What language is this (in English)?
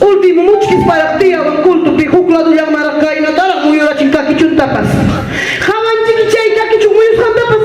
Ayacucho Quechua